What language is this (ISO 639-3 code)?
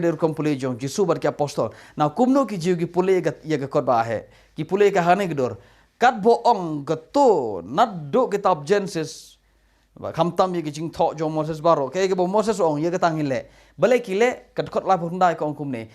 kha